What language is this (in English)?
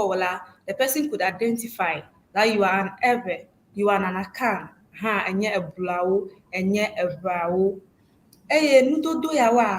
Ewe